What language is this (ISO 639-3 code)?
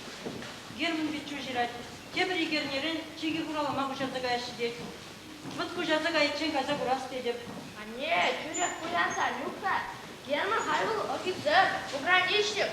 chv